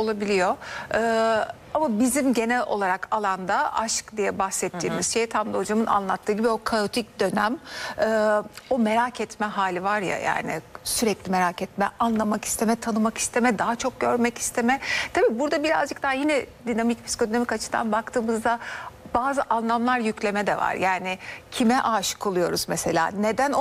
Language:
Turkish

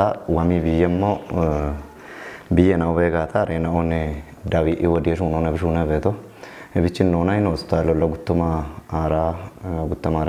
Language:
Kafa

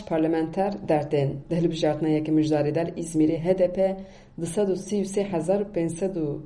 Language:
Kurdish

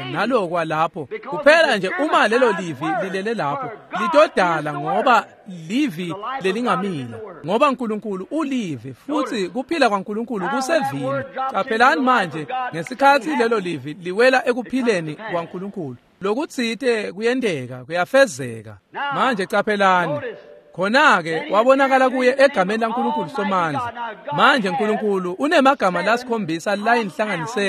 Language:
Swati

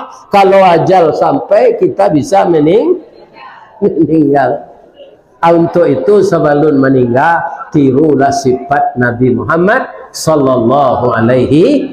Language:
Minangkabau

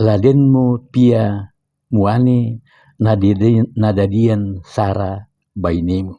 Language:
Toraja-Sa'dan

